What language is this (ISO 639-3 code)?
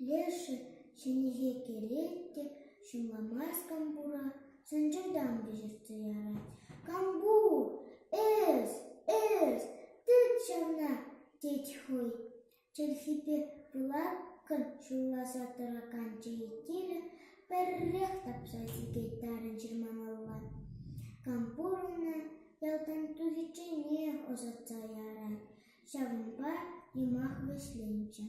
chv